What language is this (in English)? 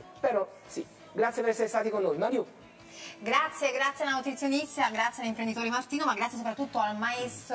Italian